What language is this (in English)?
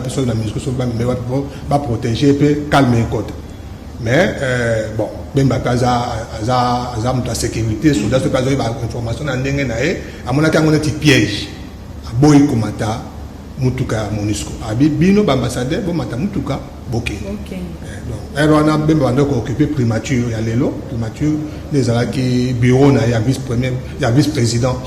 Lingala